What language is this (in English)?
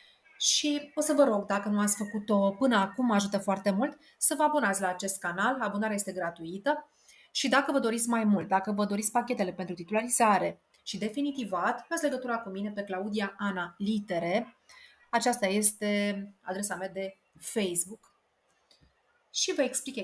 Romanian